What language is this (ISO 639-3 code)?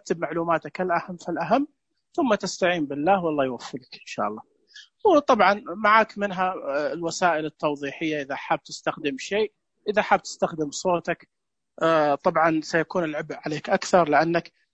ars